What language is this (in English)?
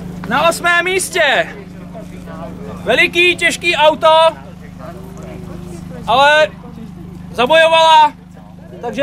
Czech